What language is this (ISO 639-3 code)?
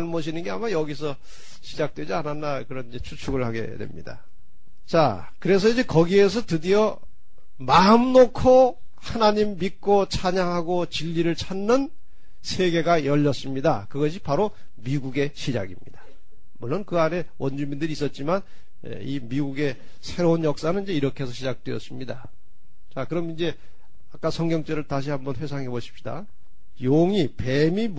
kor